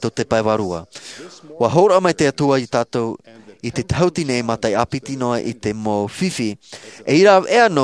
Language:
Tahitian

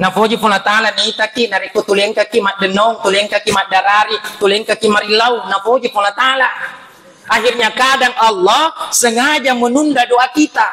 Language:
Buginese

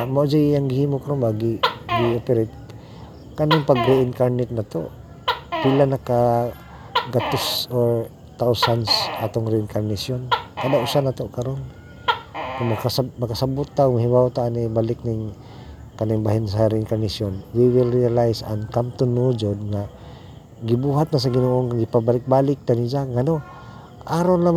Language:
Cebuano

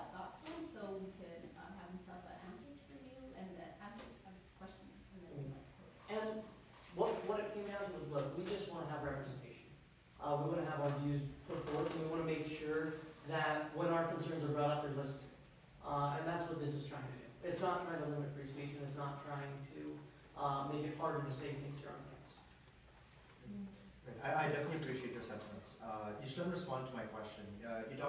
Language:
English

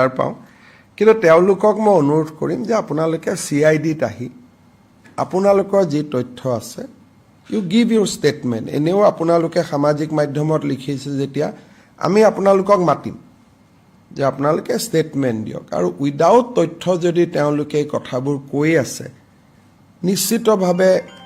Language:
Assamese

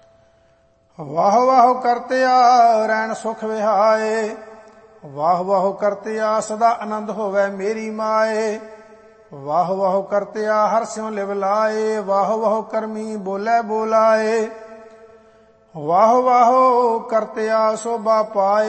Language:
Punjabi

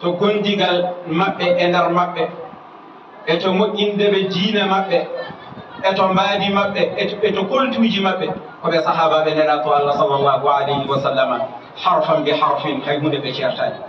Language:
Fula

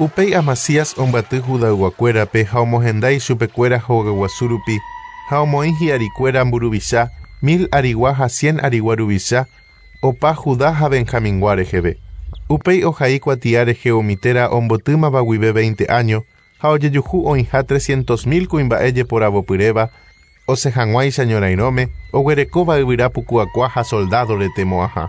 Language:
Guarani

